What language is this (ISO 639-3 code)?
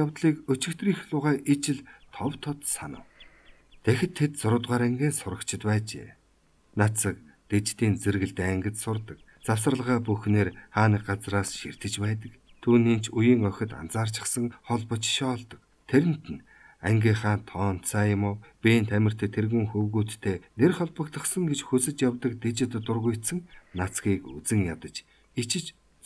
mon